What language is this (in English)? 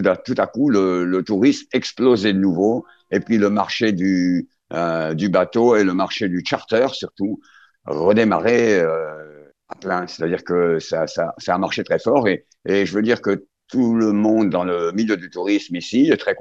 French